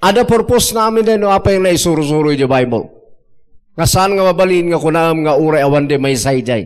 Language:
Iloko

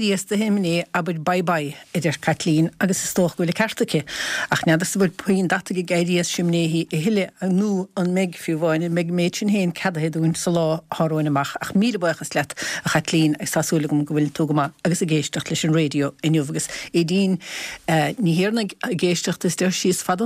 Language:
Irish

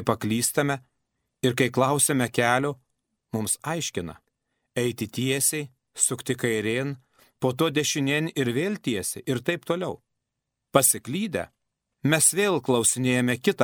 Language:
Lithuanian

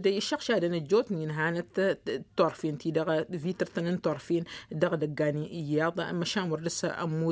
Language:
Tamasheq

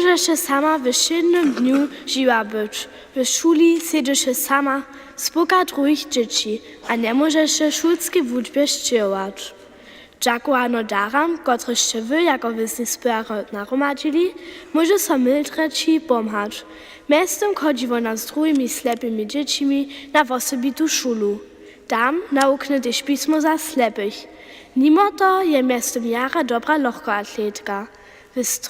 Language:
Upper Sorbian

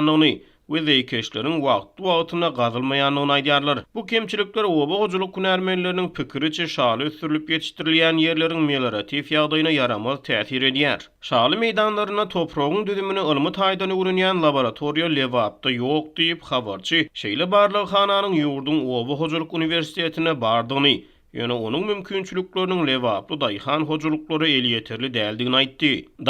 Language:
Turkmen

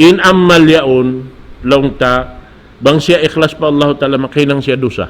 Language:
Tausug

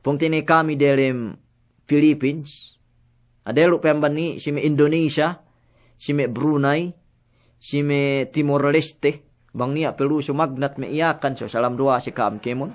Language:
Yakan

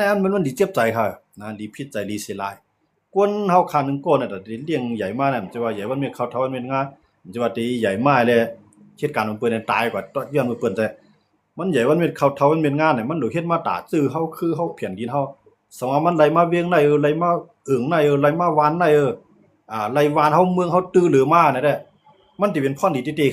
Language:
Shan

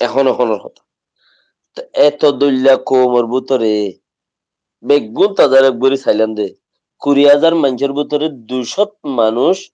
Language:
Rohingya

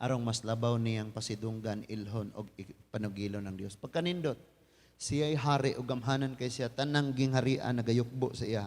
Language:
Cebuano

